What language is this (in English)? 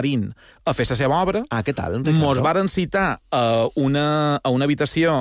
Catalan